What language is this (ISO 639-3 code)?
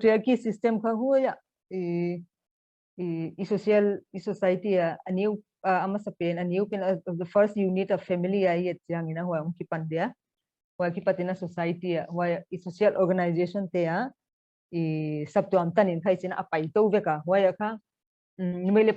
pck